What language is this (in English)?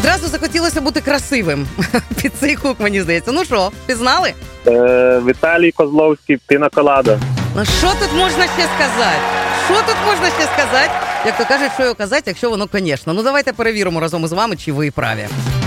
Ukrainian